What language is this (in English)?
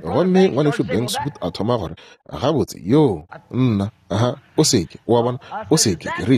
Northern Sotho